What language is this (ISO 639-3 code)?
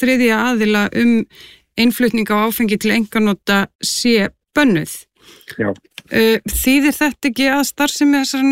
isl